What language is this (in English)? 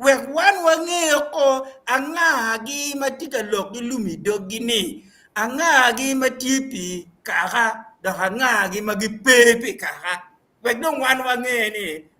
Acoli